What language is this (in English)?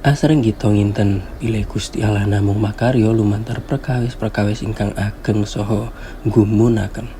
Javanese